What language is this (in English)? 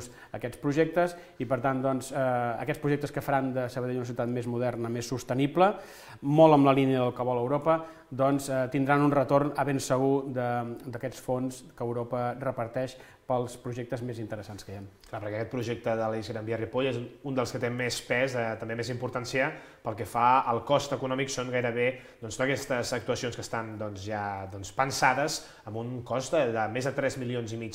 Catalan